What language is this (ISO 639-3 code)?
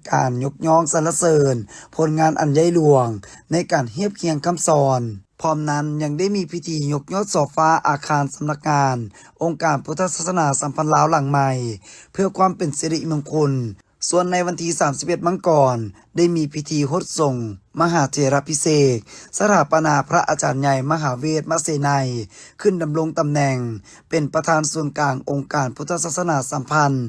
lao